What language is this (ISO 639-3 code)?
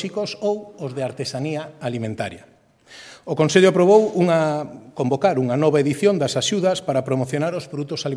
glg